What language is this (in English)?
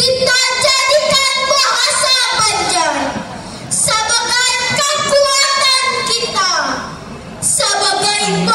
Banjar